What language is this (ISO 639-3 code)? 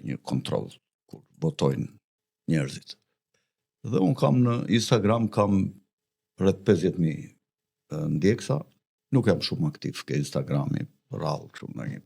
sqi